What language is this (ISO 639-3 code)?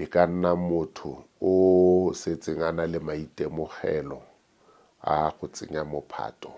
tsn